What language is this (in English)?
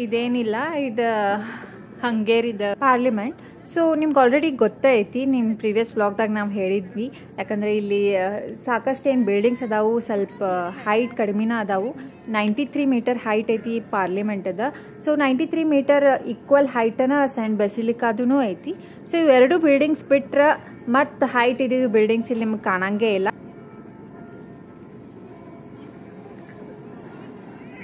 Kannada